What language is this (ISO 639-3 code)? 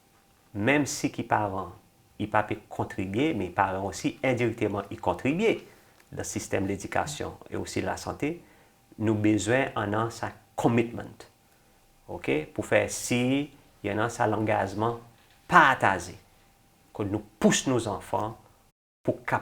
crs